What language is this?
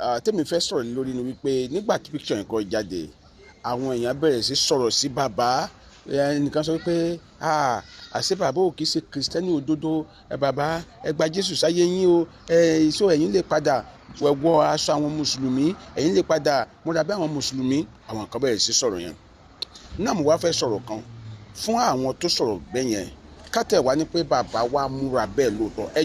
Yoruba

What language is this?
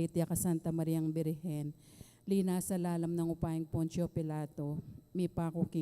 Pampanga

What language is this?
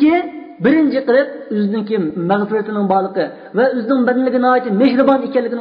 Uyghur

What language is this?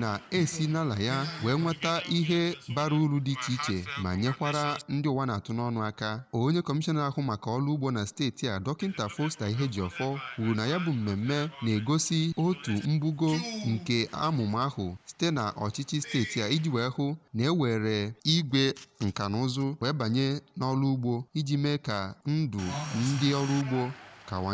Igbo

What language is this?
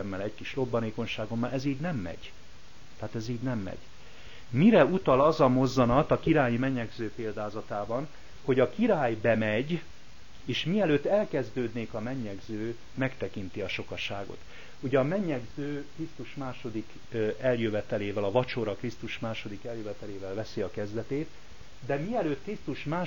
Hungarian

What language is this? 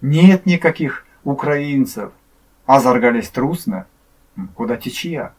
Erzya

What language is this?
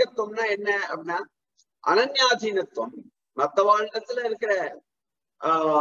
Tamil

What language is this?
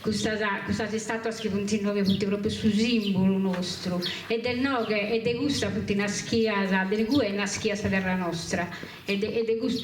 Sardinian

